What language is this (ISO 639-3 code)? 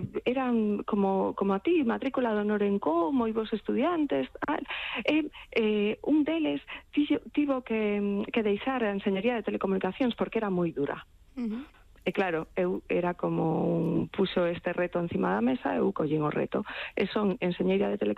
glg